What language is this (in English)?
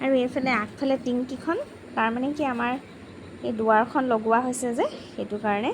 Assamese